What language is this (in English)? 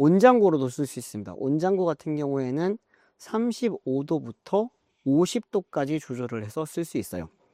Korean